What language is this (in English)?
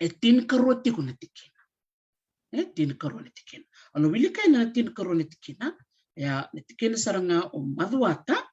Fijian